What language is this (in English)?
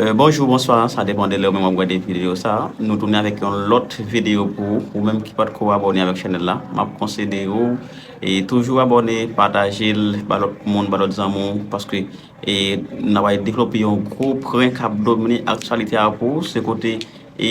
Haitian Creole